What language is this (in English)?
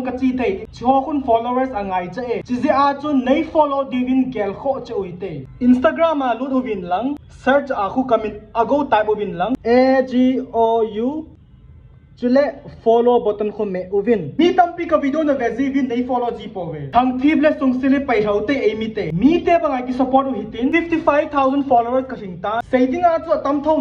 Thado Chin